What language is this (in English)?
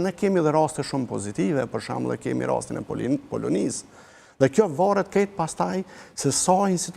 Albanian